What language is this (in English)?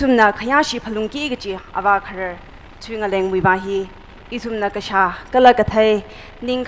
Tangkhul Naga (India)